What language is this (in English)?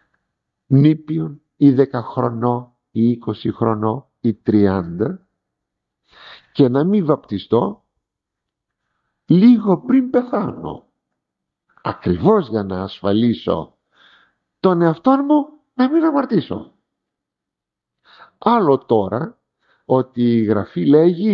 Greek